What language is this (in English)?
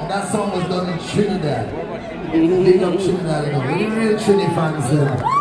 Jamaican Creole English